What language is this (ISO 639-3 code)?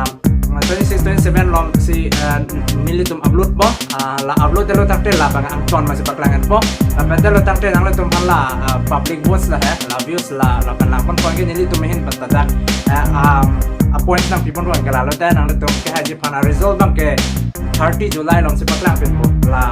mjw